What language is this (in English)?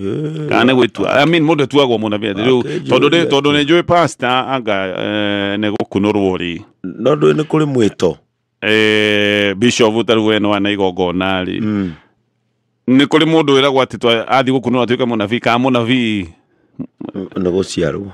Kikuyu